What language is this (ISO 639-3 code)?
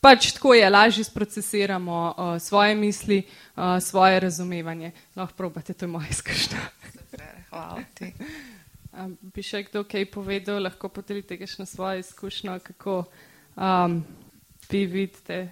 slv